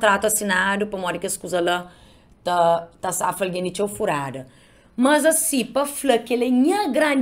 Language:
Kabuverdianu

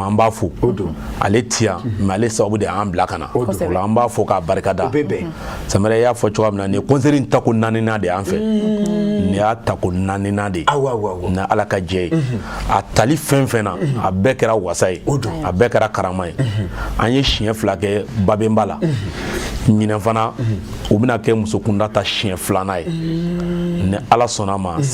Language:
Bambara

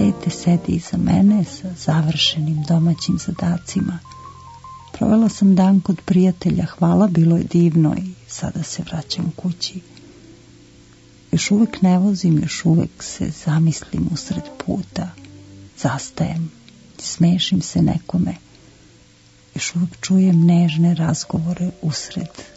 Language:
Serbian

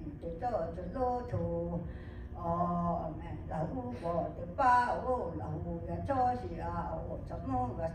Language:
Lahu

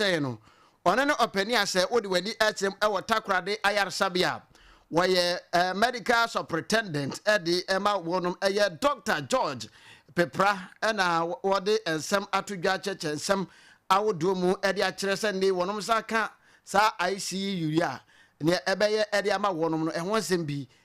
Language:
Akan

